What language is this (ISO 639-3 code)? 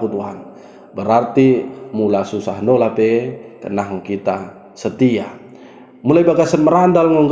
btd